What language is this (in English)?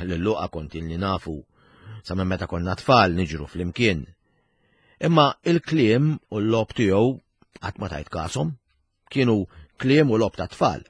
Maltese